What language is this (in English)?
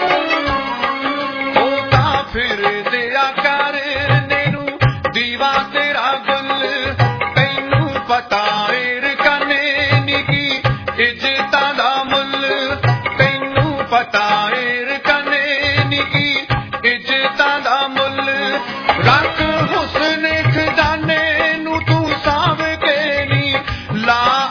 Punjabi